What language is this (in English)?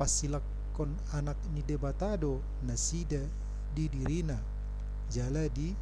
Batak Toba